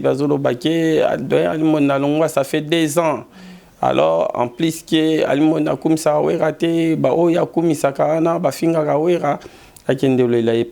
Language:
Lingala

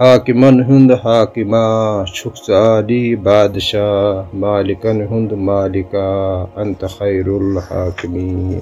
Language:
Kashmiri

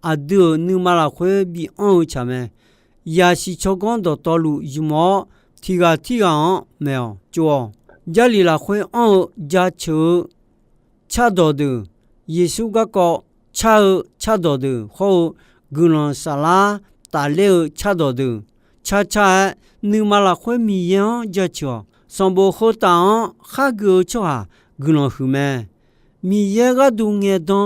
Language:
Akha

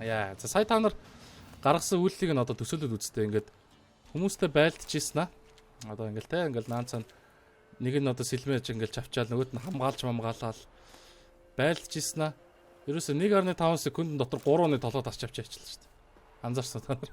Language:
Mongolian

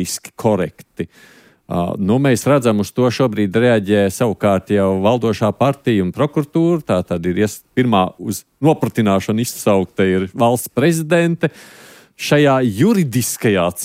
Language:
Latvian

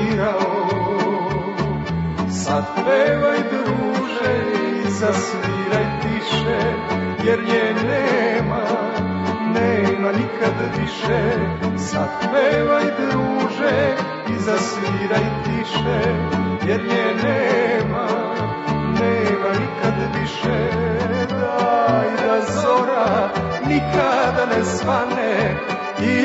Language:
Serbian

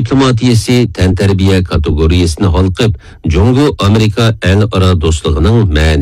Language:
Uyghur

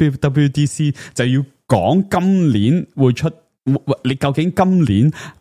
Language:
Cantonese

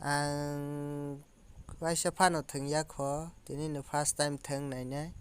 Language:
Kok Borok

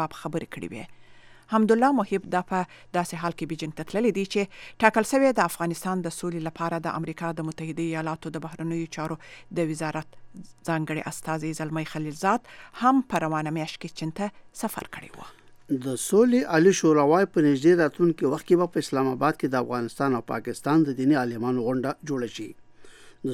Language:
Pashto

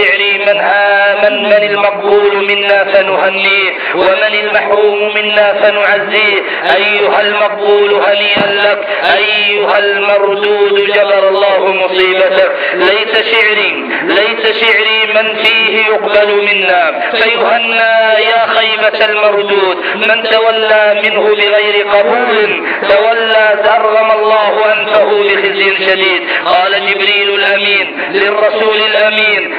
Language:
Arabic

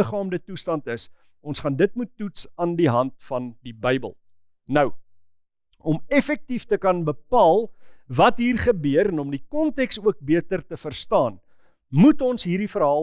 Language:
Afrikaans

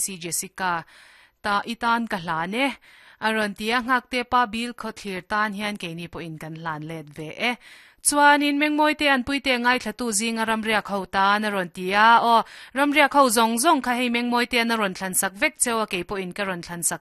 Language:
Mizo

